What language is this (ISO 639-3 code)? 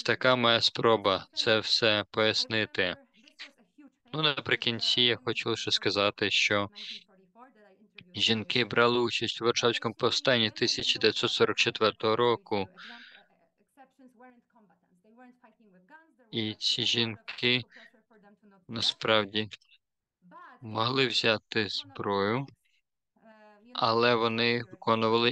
ukr